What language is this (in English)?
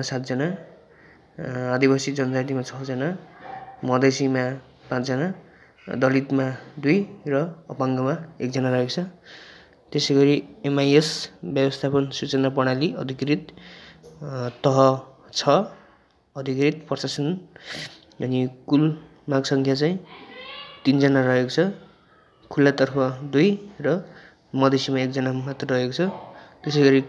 Nepali